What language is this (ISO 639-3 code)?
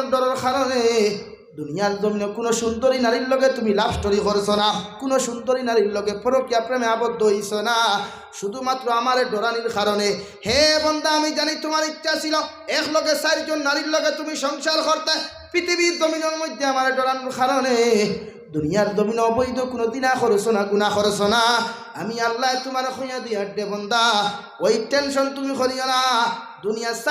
syl